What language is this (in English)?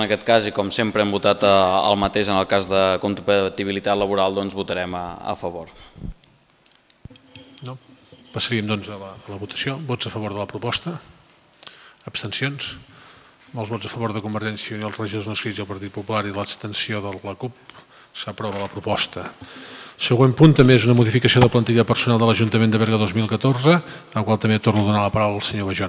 Catalan